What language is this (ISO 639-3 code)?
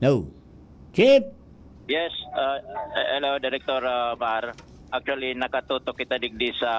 bik